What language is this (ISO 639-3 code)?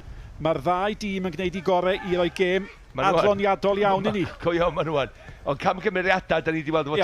cym